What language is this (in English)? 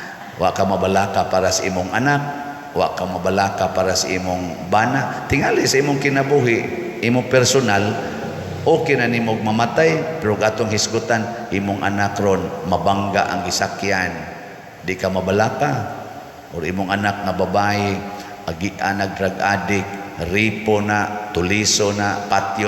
Cebuano